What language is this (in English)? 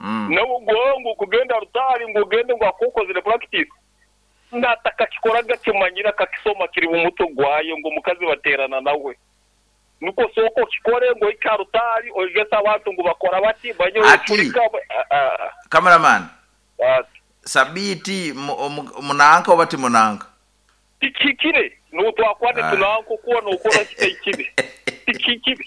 Nyankole